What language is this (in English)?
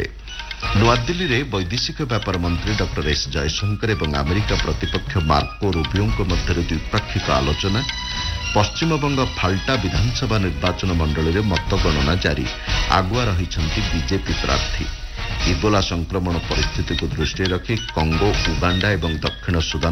Odia